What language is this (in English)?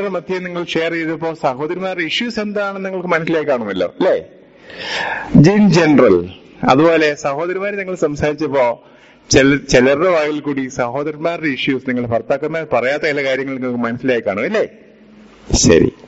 Malayalam